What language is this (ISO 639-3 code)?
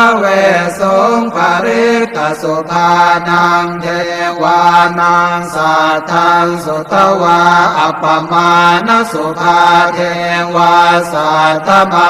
pli